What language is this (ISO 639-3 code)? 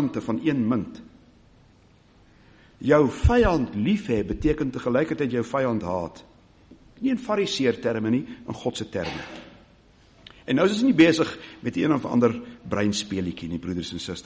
afr